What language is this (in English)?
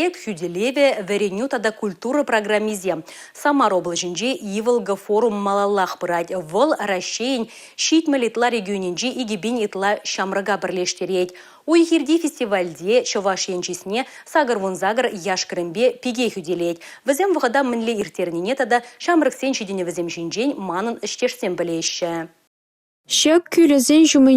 Chuvash